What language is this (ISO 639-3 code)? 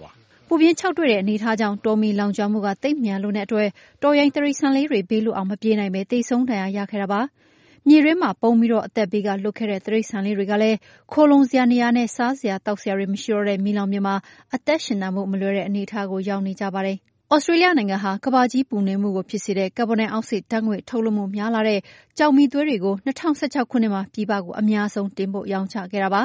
mya